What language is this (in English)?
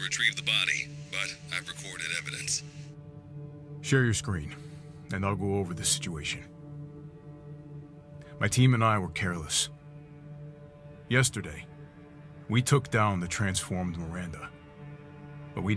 English